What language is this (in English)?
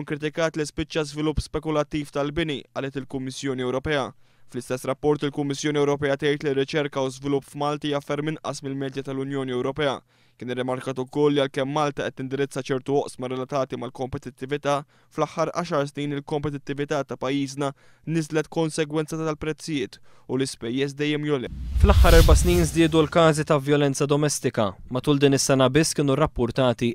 Maltese